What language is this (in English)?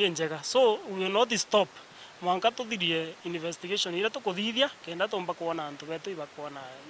Meru